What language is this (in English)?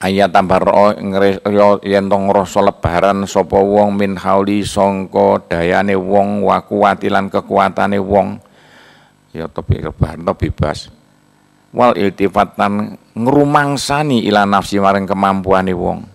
Javanese